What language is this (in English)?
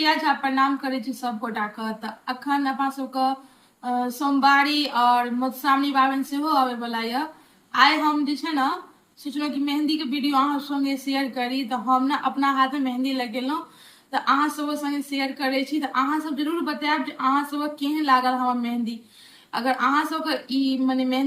Maithili